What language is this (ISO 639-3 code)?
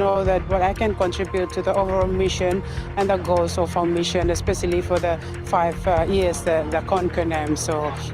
gil